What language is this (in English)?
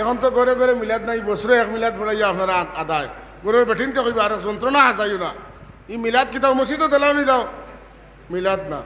Sylheti